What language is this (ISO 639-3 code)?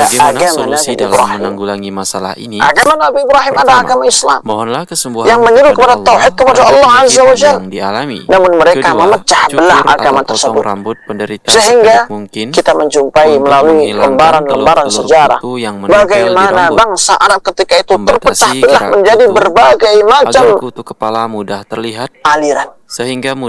ind